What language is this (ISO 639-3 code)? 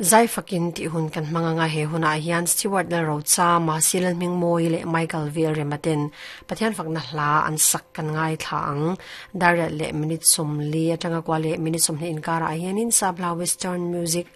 lus